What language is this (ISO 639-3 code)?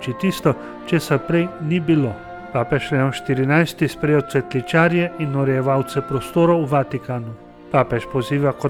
slv